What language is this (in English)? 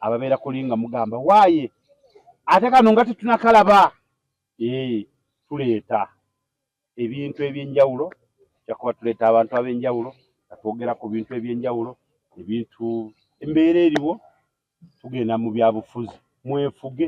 Ganda